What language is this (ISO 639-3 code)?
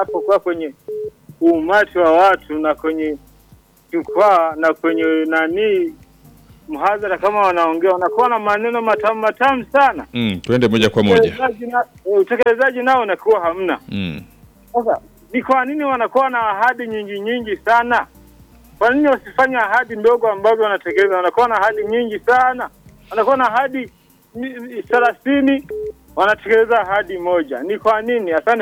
swa